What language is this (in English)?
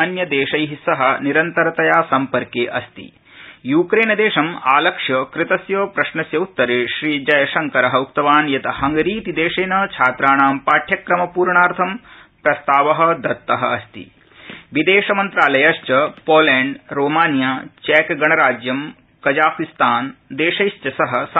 Sanskrit